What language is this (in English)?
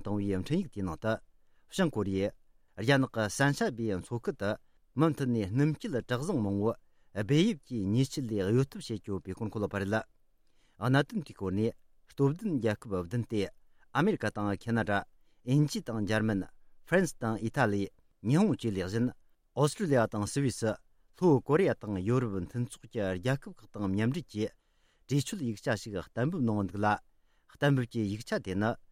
Tibetan